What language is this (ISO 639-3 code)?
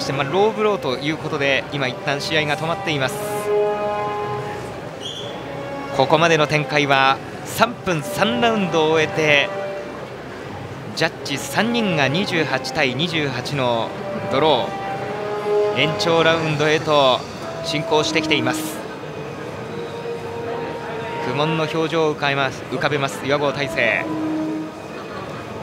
jpn